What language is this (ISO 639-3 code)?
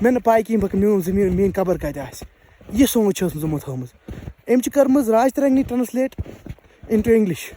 kas